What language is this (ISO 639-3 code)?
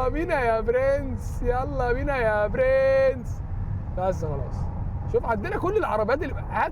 arz